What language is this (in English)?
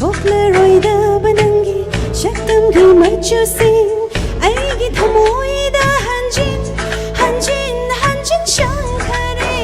Tangkhul Naga (India)